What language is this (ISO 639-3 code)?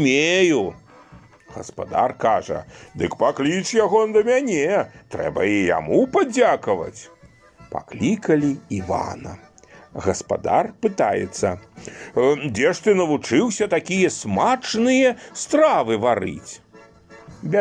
bel